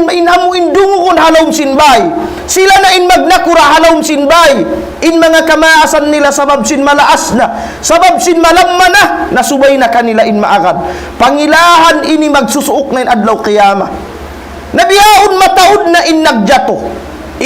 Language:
Tausug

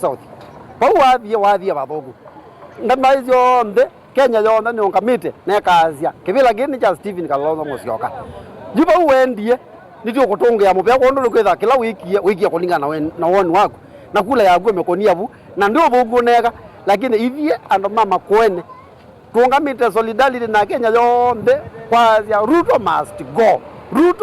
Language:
Kamba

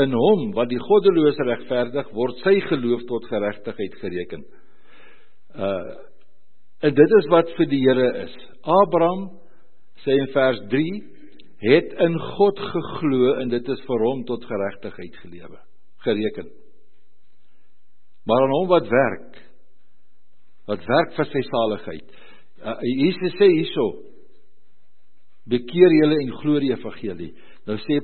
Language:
Afrikaans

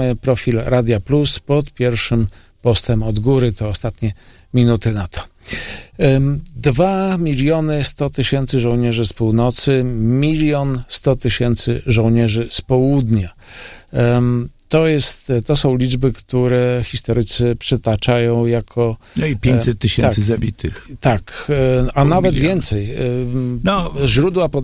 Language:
Polish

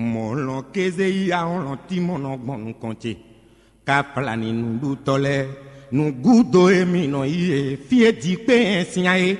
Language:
Fon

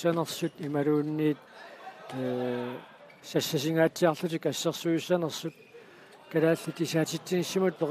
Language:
Kalaallisut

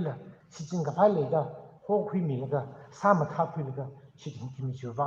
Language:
Tangkhul Naga (India)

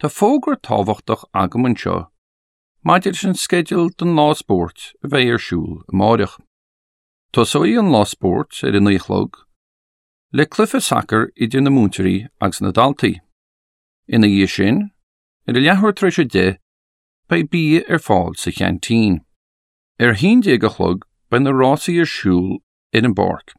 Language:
Irish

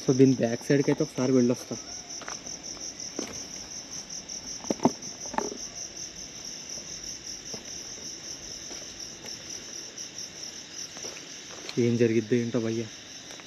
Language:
Telugu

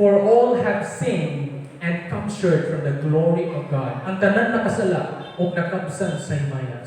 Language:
Cebuano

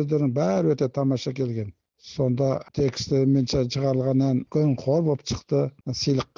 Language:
Kazakh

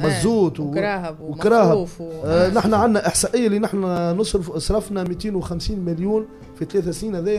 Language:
Tunisian Arabic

